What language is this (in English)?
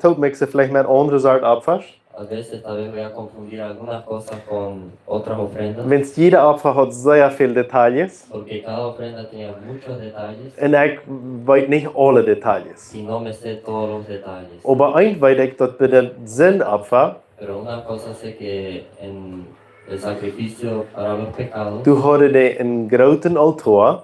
Plautdietsch